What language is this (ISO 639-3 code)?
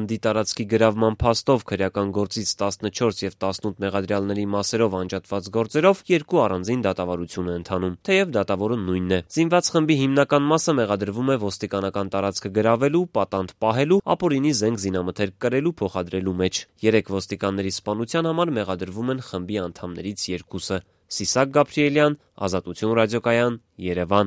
hye